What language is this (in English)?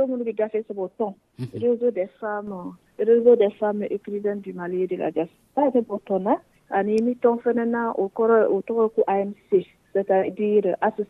Dyula